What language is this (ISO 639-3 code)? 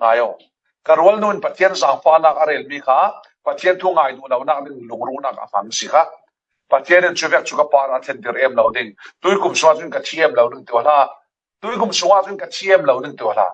cfm